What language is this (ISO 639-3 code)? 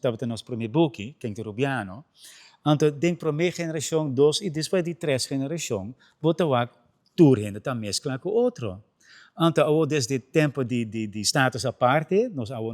pap